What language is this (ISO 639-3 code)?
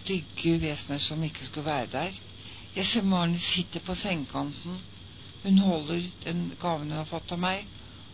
nor